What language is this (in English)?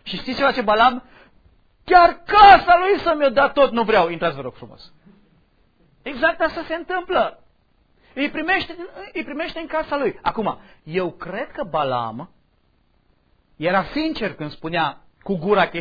Romanian